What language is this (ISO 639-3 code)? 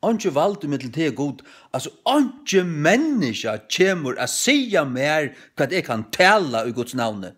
fao